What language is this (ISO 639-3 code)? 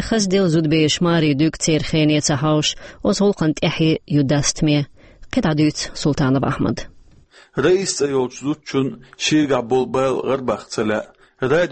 che